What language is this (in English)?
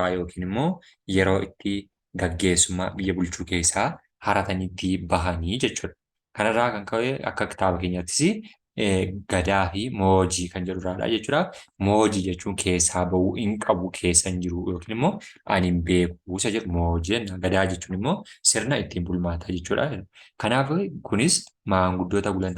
Oromo